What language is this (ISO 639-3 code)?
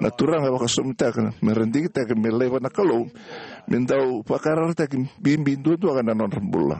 fij